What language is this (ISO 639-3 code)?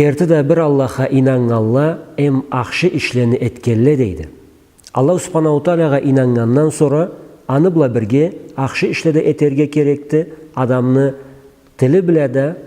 krc